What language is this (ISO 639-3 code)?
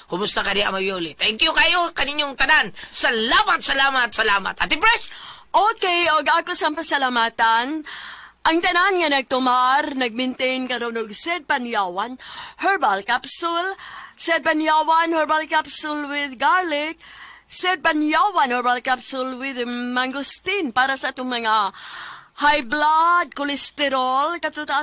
ceb